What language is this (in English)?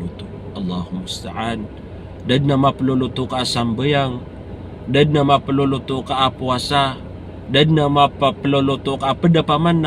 Maranao